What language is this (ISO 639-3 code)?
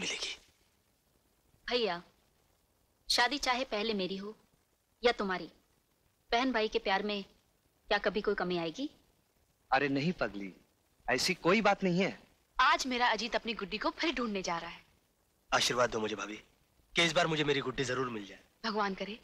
hin